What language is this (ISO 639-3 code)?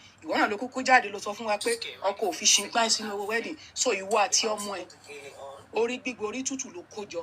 yor